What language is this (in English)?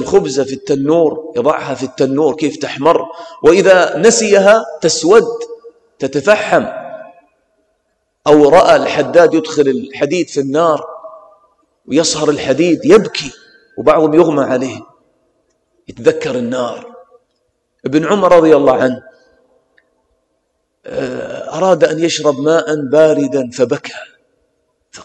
Arabic